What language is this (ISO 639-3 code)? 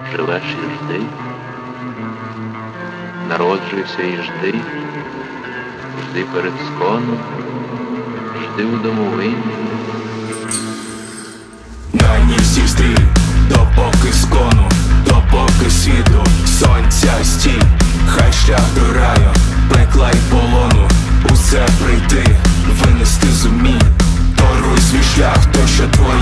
ukr